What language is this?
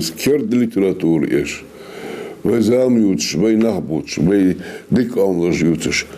Ingush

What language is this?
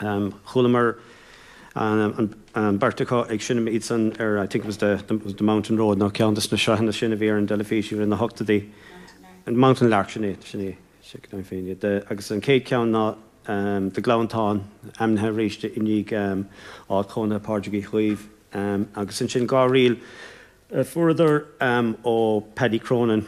Irish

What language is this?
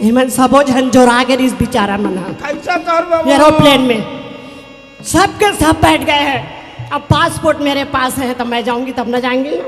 Chhattisgarhi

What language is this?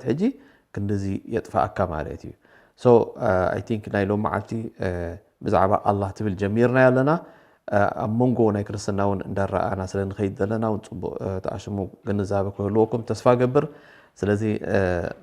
Tigrinya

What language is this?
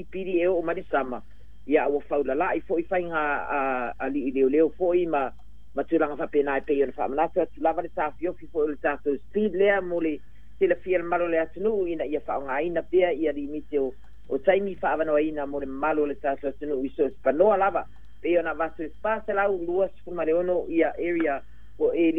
Samoan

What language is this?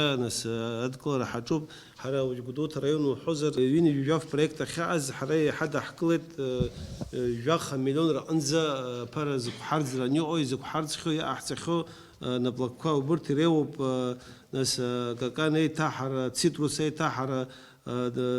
Abkhazian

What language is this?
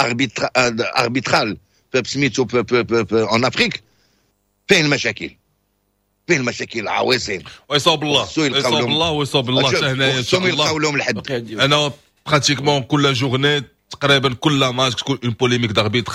Moroccan Arabic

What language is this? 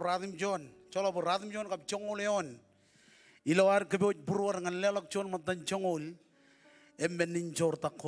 Marshallese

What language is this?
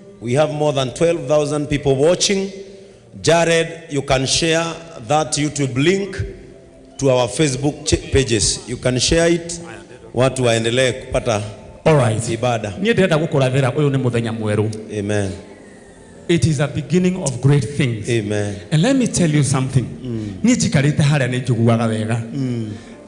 Kikuyu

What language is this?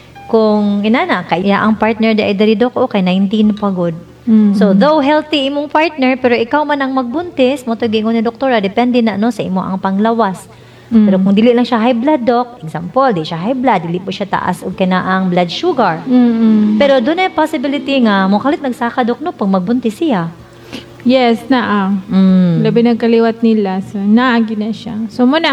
Cebuano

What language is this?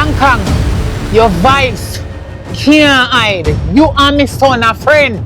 Jamaican Creole English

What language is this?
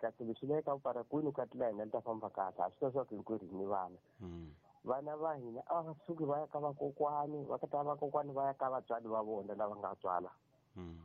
Tsonga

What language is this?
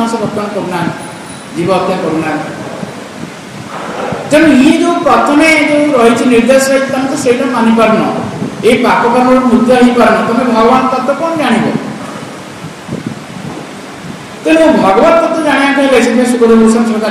Odia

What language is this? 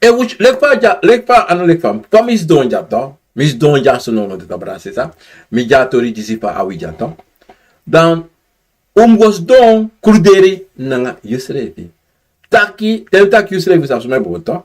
Sranan Tongo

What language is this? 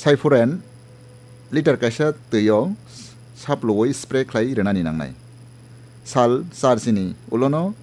Kok Borok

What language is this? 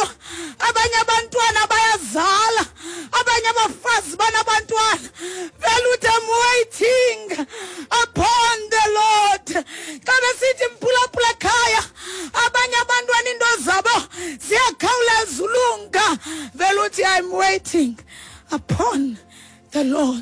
Xhosa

